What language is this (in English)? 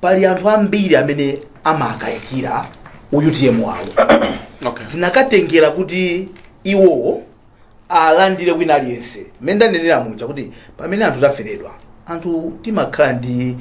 Nyanja